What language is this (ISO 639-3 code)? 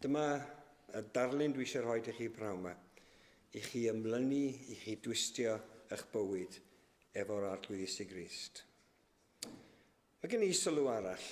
cym